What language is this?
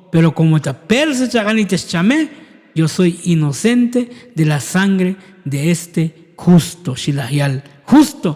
Tzotzil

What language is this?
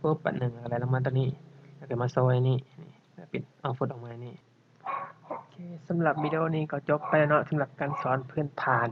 Lao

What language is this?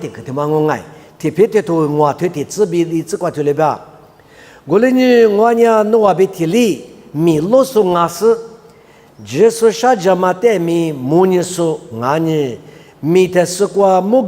Lisu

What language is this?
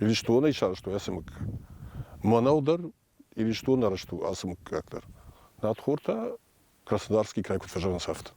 Ossetic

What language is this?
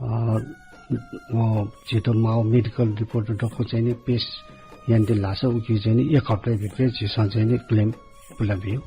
Newari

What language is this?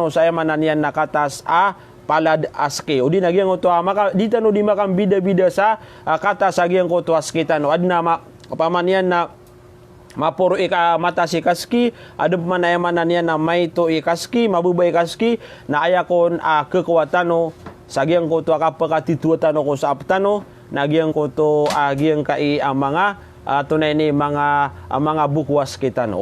Maranao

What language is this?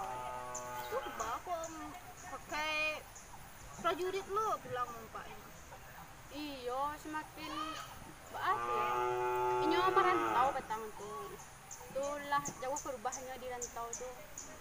Minangkabau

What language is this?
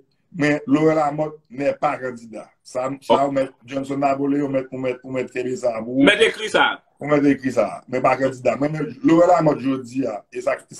Haitian Creole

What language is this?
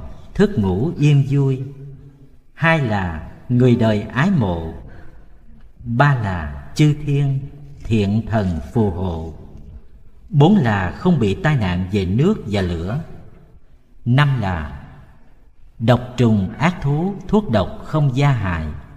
Vietnamese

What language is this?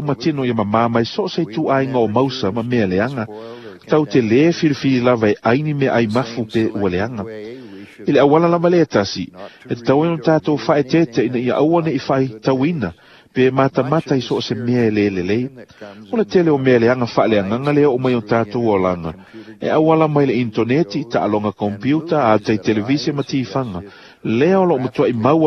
Samoan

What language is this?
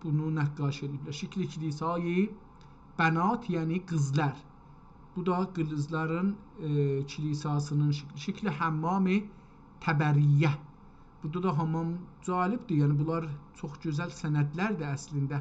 South Azerbaijani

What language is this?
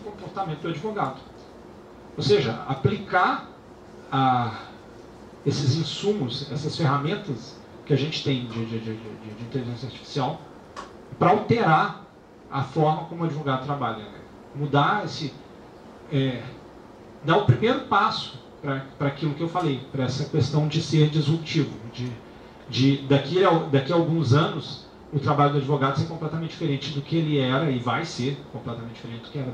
Portuguese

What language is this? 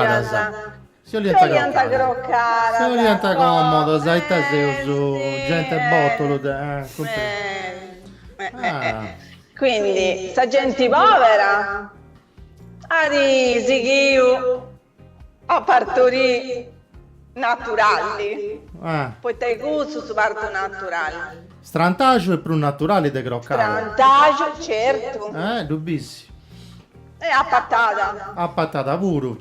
Sardinian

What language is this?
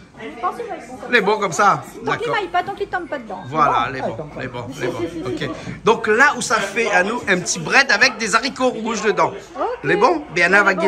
Réunion Creole French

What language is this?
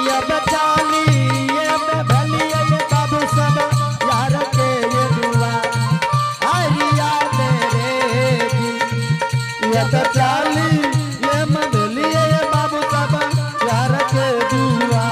Angika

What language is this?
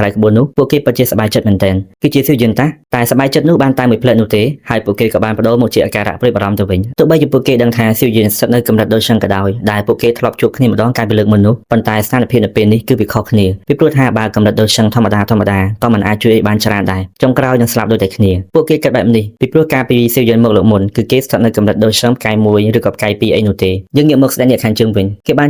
Khmer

